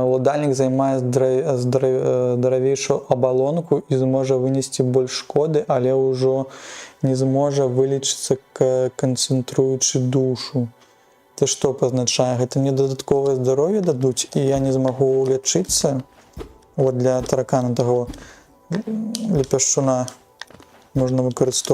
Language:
Belarusian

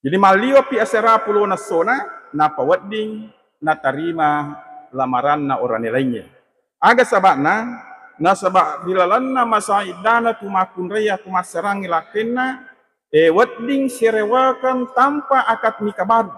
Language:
Buginese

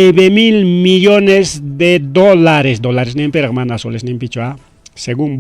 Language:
Ayacucho Quechua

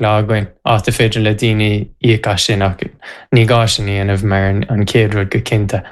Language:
Irish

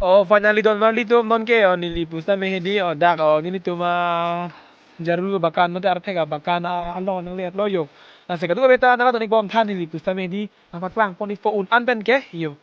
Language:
Karbi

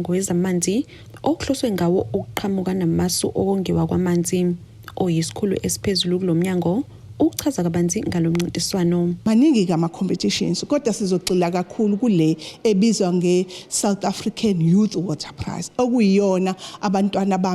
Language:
Zulu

